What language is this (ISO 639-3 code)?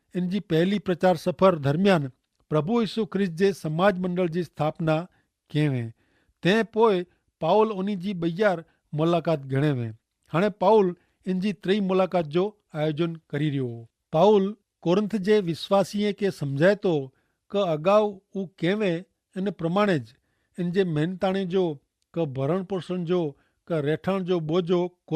kfr